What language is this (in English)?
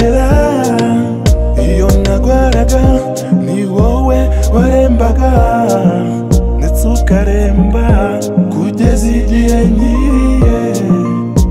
Kinyarwanda